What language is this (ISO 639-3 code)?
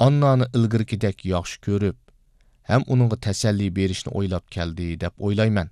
uig